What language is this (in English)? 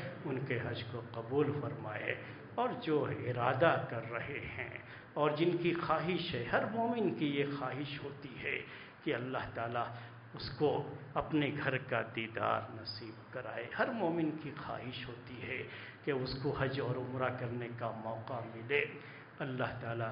Urdu